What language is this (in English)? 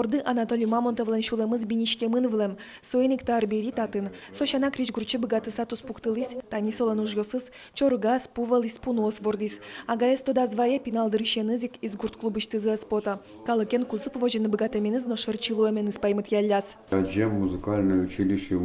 Udmurt